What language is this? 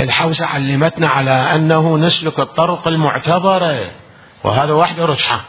Mesopotamian Arabic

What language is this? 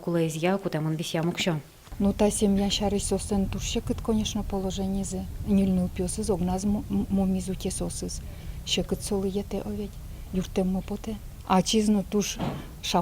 Udmurt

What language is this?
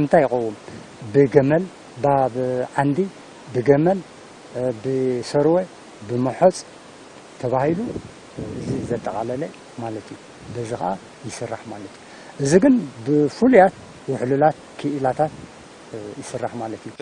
Tigrinya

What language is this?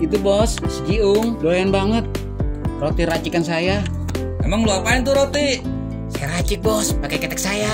Betawi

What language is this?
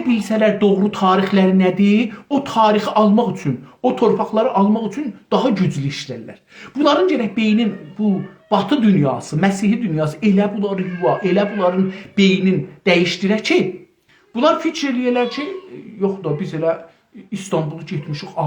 South Azerbaijani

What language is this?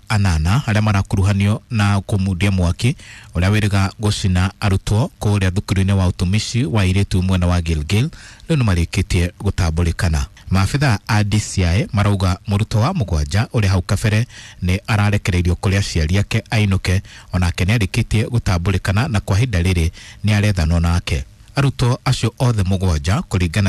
Kikuyu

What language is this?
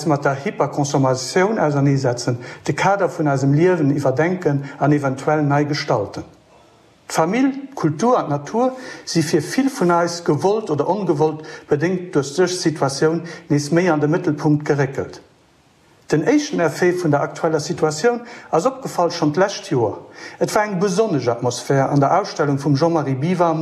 Luxembourgish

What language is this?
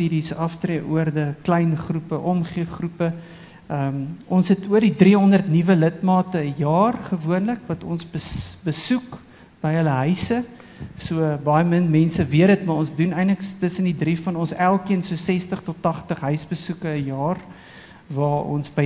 Afrikaans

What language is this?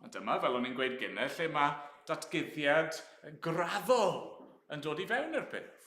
Welsh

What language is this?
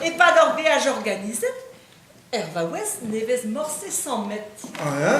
Breton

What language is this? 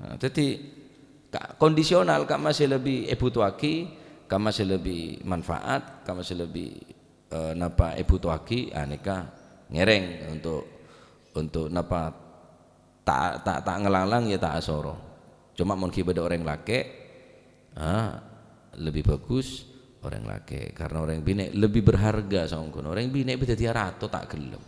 Madurese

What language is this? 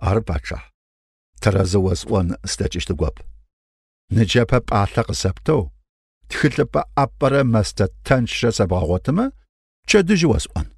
Kabardian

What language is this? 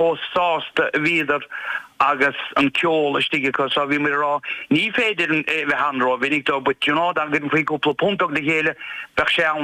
Irish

